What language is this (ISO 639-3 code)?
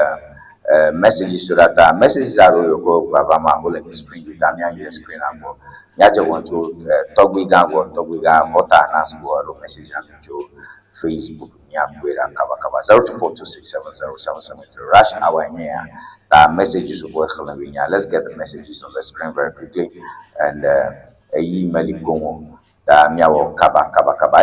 ewe